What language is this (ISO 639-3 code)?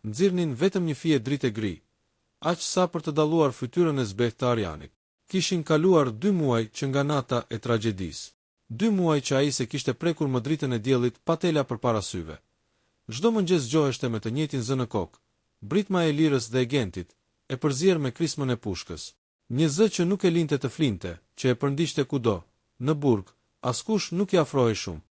sqi